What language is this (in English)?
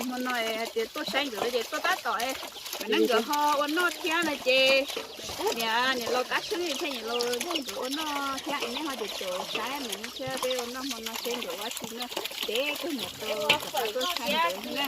Hmong